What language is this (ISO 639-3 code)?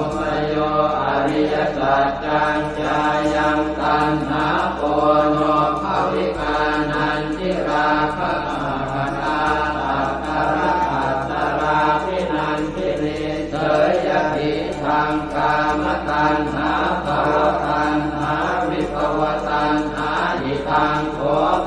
pli